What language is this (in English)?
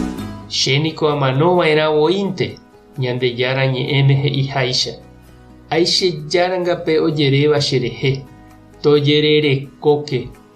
Guarani